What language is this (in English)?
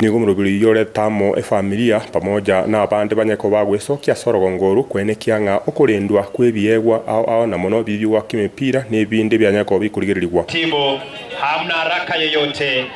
Gusii